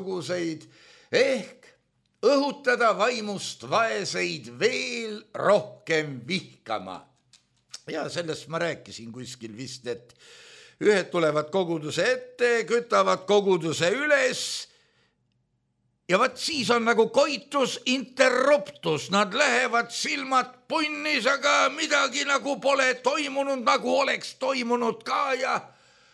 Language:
Estonian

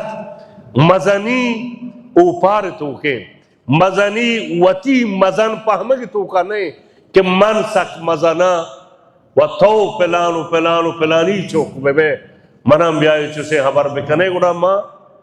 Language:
Baluchi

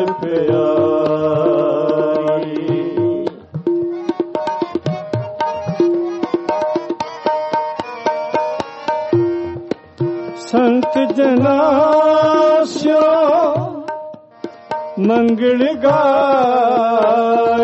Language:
Punjabi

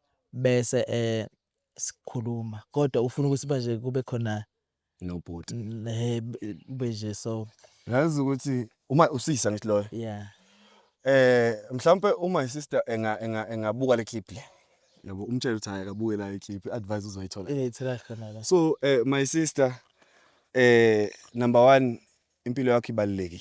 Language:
Zulu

